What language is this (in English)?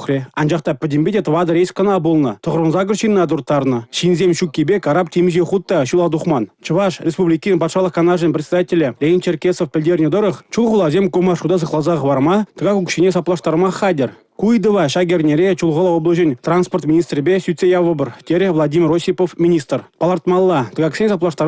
Chuvash